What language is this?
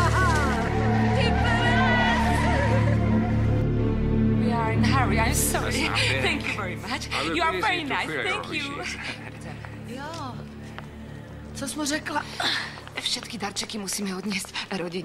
Slovak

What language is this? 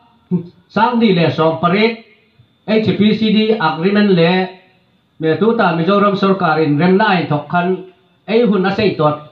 Hmar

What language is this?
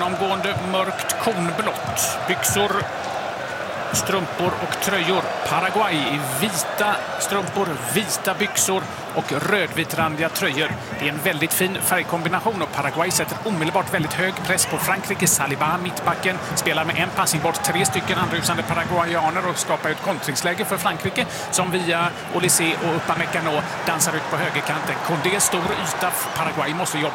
Swedish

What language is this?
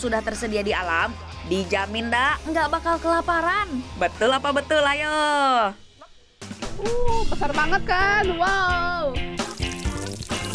Indonesian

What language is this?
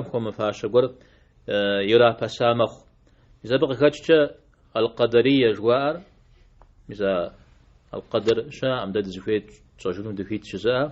Kabardian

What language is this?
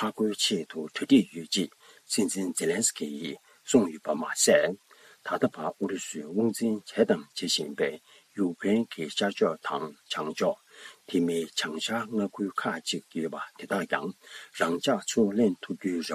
Tibetan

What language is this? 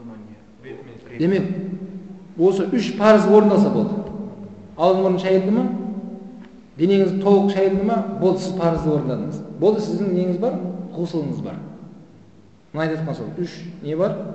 Kazakh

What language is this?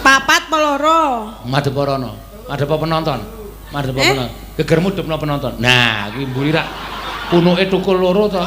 Javanese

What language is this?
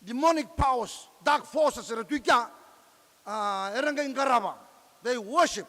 Fijian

